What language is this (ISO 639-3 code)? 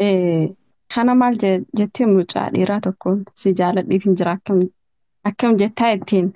orm